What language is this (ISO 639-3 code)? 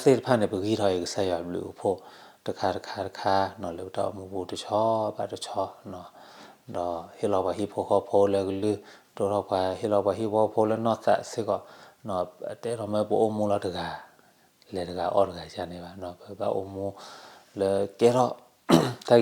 ksw